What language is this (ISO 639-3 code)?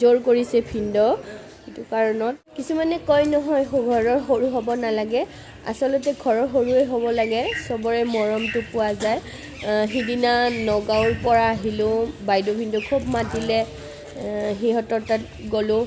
asm